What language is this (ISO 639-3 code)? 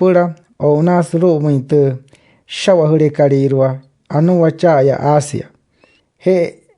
guc